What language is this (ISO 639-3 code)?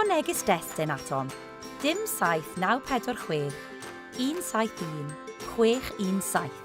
cym